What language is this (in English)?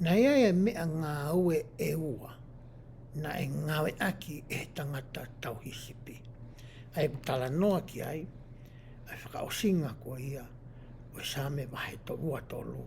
Tongan